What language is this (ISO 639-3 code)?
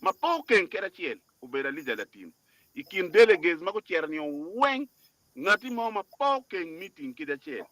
ach